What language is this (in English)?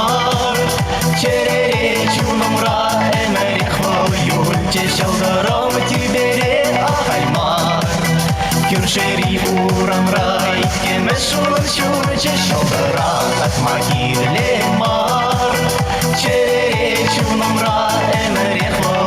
Chuvash